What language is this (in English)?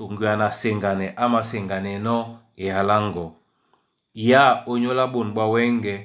Duala